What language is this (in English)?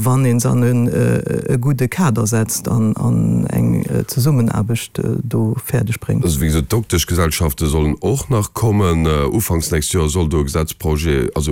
Luxembourgish